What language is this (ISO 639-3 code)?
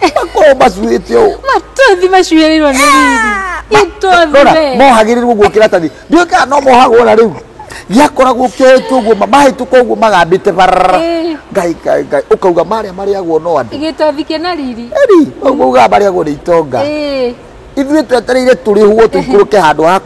kik